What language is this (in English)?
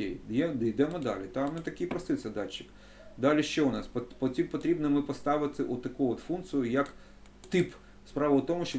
Ukrainian